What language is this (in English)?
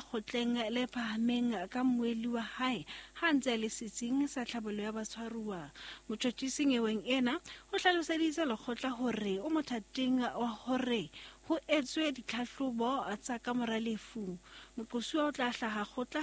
Southern Sotho